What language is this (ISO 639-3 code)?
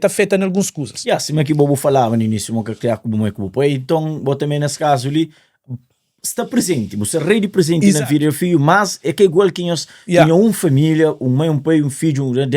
kea